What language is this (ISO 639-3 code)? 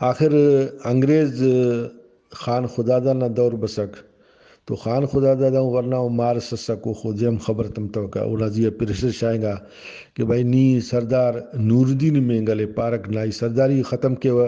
brh